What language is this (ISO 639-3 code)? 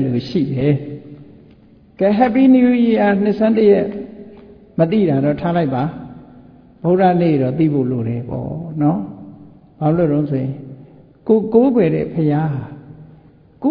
mya